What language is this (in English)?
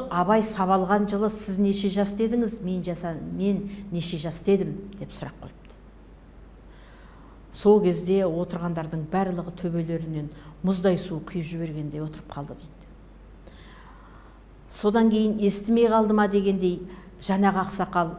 Kazakh